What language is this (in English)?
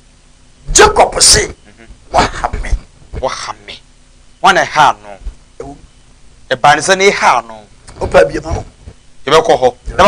Akan